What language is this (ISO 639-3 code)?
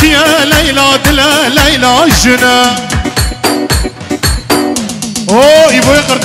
kur